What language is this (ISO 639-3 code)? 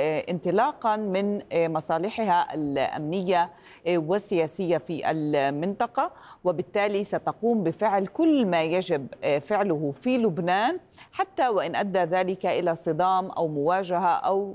ara